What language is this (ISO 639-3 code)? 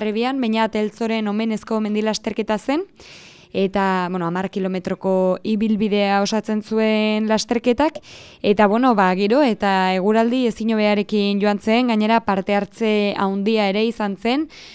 eus